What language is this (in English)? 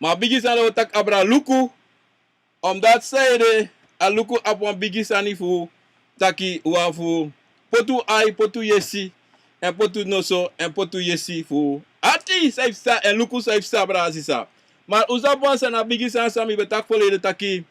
Sranan Tongo